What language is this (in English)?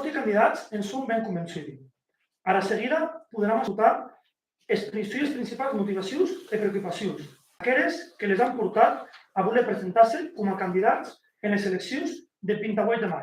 Occitan